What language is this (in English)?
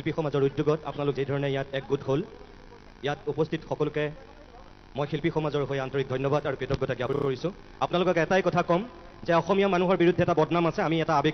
Assamese